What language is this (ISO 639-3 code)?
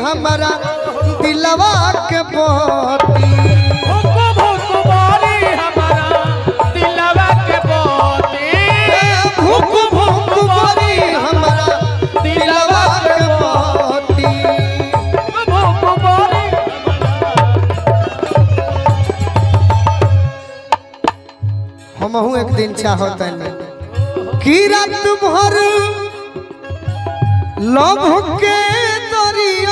bho